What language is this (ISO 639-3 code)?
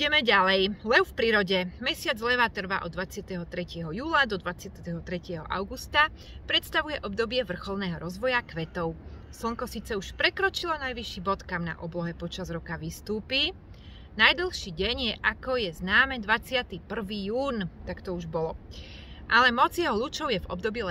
slk